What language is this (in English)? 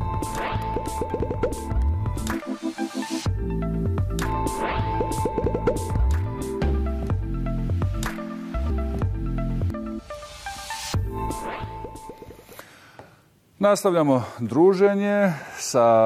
Bosnian